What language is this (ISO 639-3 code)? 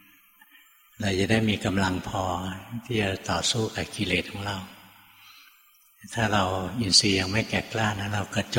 tha